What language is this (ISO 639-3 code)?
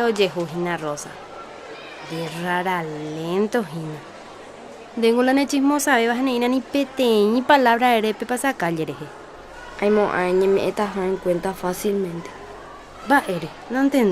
grn